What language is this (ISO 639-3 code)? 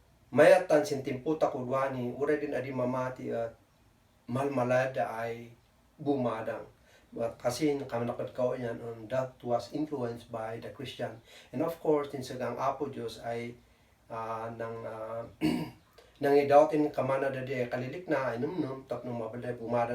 kne